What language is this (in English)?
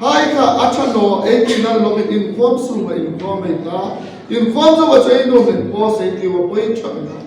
Hmar